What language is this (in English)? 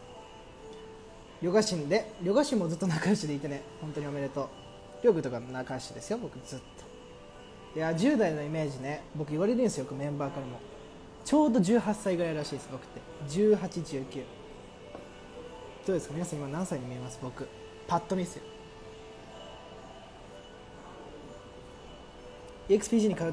Japanese